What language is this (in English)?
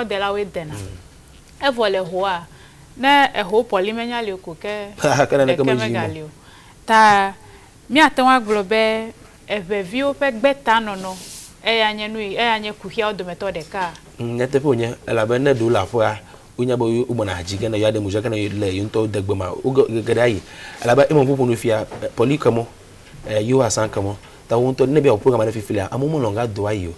Ewe